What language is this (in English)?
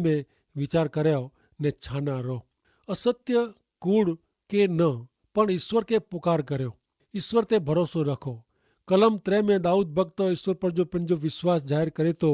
Kachhi